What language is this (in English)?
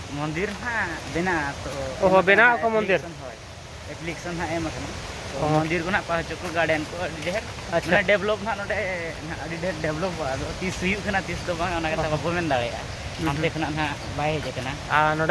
Santali